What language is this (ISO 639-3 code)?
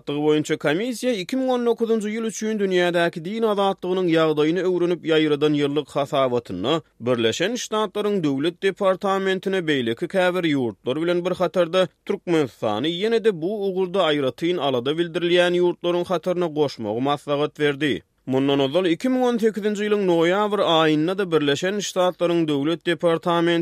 tuk